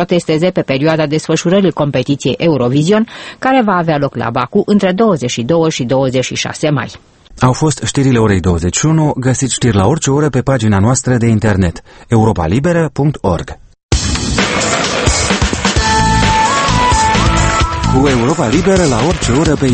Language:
Romanian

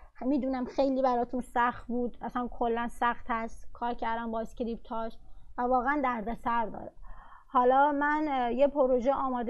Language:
Persian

